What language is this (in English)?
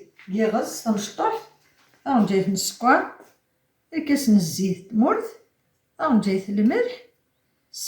Kabyle